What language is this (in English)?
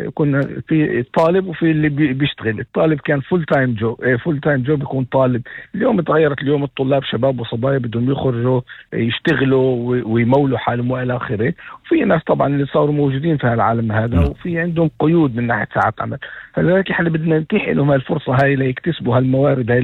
North Levantine Arabic